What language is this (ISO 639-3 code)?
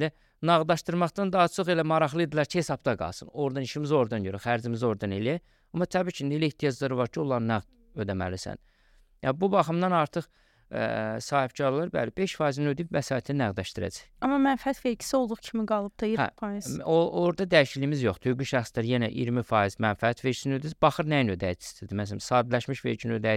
aze